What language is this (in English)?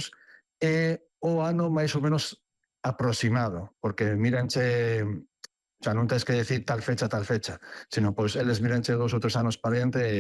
Galician